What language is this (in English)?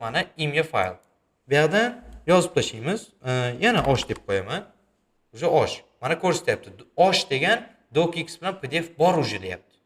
Uzbek